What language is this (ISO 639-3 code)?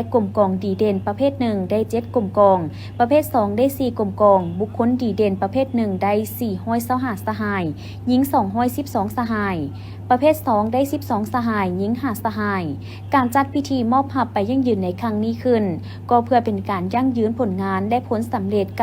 lao